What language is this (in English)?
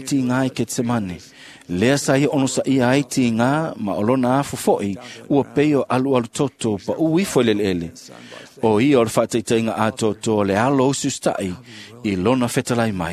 Samoan